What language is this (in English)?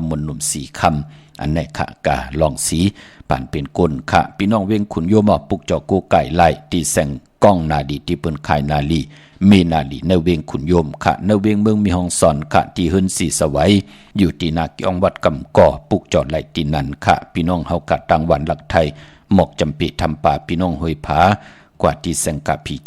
Shan